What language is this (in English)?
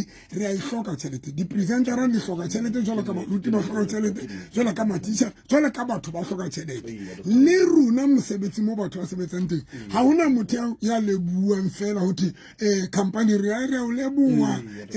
Southern Sotho